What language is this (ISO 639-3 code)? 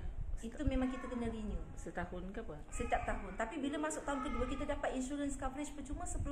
msa